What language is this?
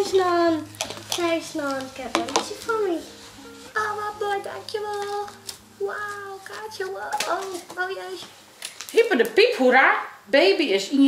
Western Frisian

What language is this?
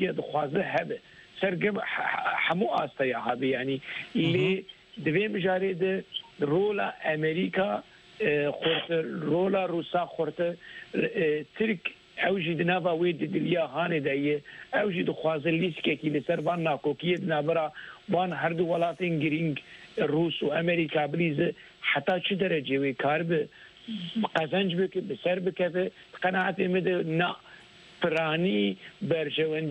Kurdish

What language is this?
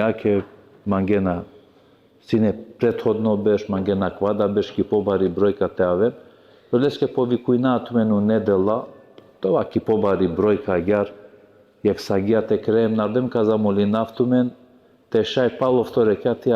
Balkan Romani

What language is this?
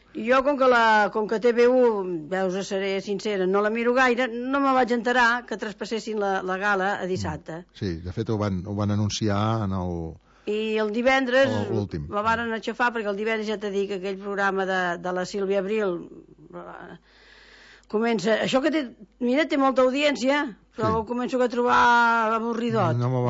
Catalan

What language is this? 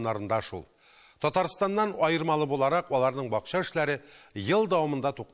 Tatar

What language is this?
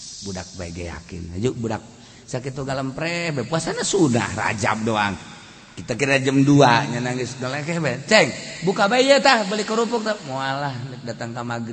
Sundanese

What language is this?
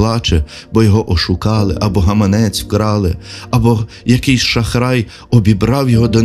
Ukrainian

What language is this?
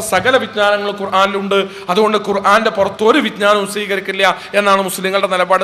Malayalam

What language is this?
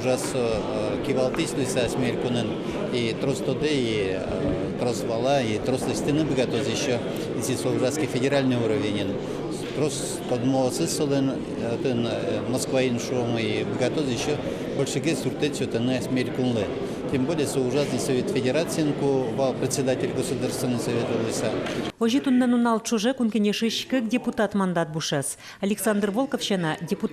Udmurt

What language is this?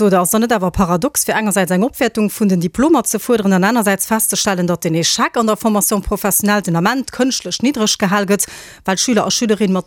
Luxembourgish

